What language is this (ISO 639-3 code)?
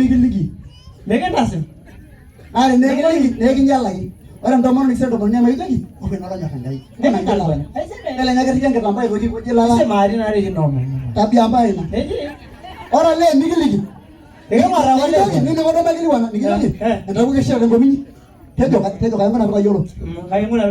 mas